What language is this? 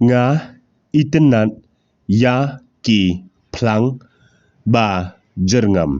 Khasi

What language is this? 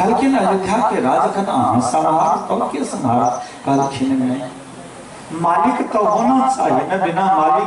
Maithili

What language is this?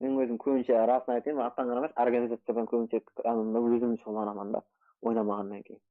Kara-Kalpak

